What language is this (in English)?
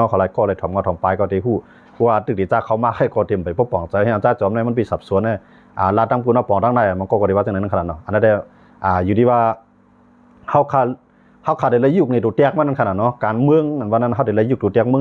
Shan